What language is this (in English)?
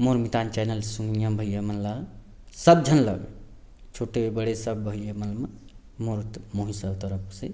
Chhattisgarhi